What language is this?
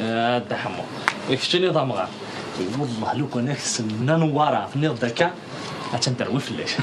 Kabyle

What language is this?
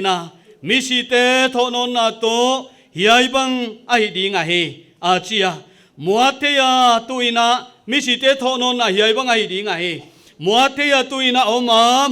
Paite Chin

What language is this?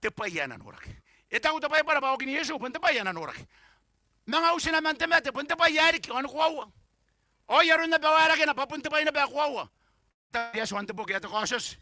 Gilbertese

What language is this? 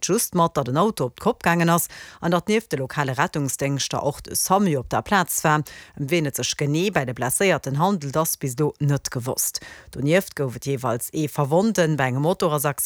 Luxembourgish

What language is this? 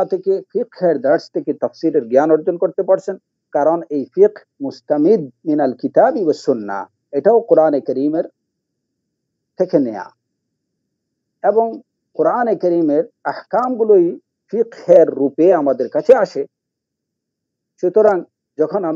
Bangla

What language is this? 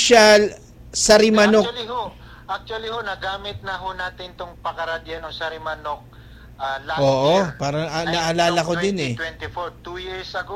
Filipino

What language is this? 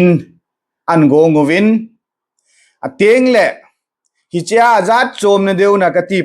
Thado Chin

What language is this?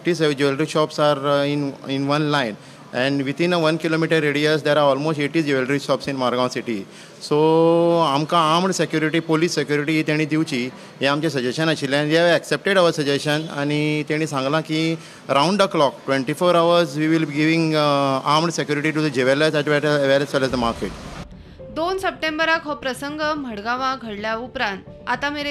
Konkani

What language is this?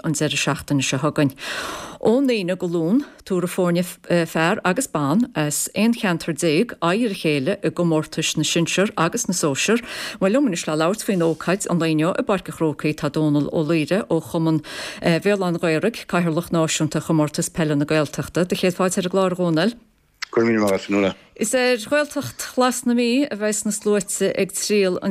Irish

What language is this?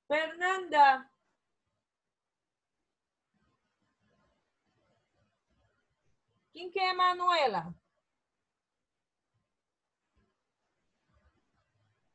Spanish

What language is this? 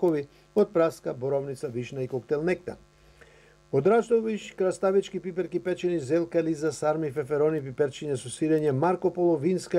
Macedonian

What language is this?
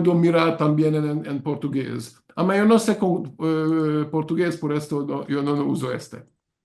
Ladino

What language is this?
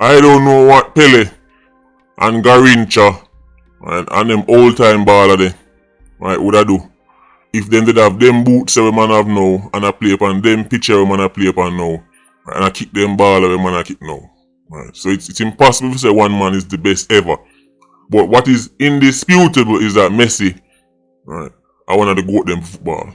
Jamaican Creole English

